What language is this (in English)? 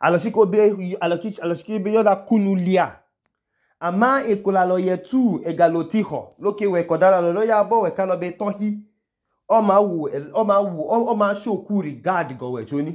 Idoma